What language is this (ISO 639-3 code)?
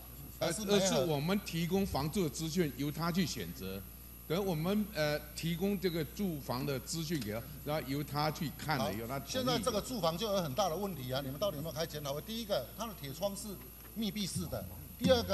zho